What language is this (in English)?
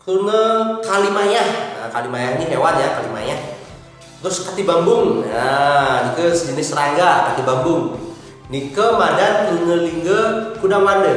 Balinese